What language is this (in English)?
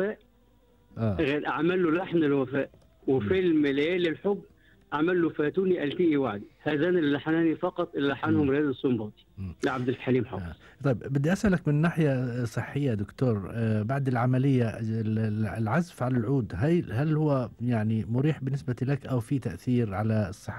Gulf Arabic